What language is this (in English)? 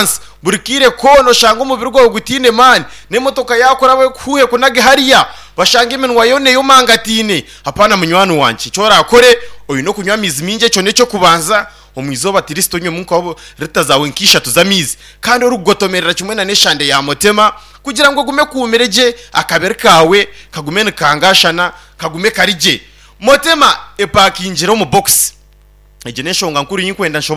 Nyankole